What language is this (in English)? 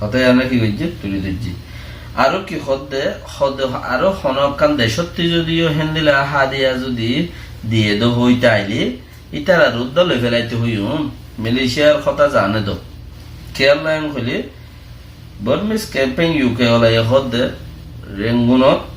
Rohingya